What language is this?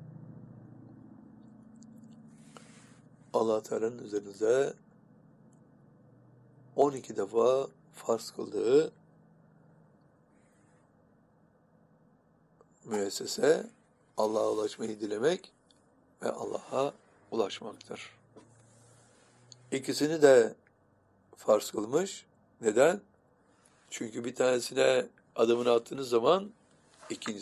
Turkish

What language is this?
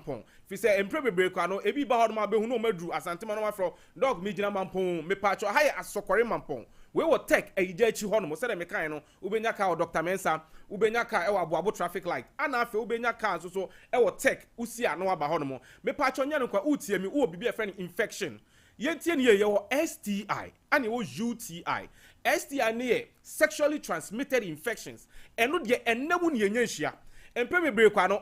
Akan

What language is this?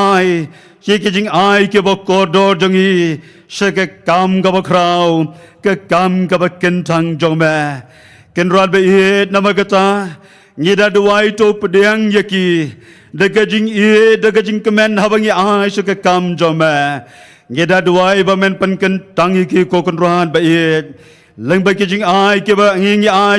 Khasi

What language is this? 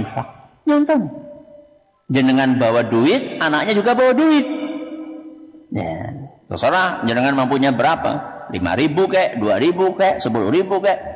Indonesian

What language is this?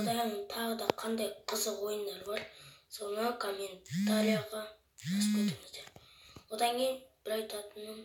Kazakh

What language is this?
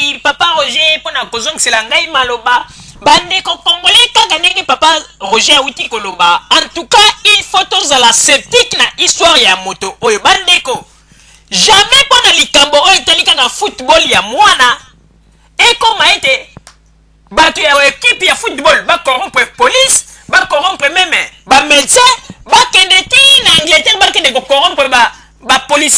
Lingala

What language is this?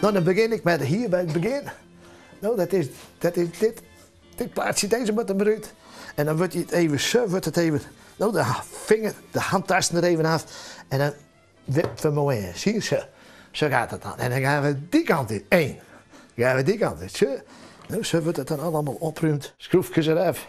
Western Frisian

